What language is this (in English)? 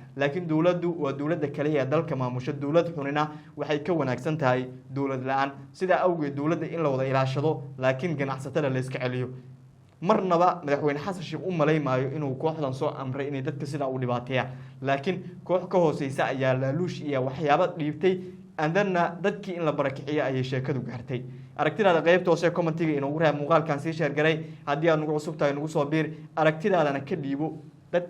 Somali